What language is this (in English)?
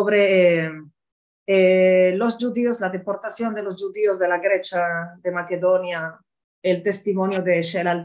Ladino